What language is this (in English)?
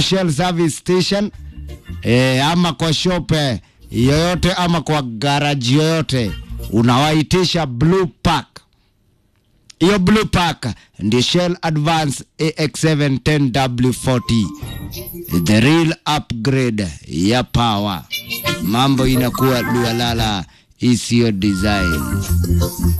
Swahili